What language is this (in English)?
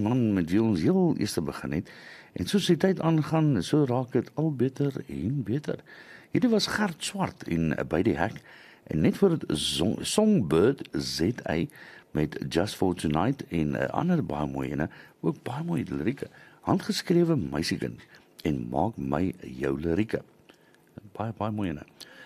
Afrikaans